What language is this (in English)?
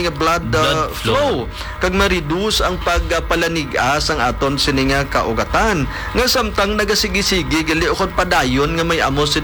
Hiligaynon